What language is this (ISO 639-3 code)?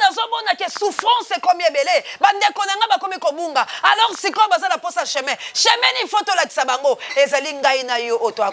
lin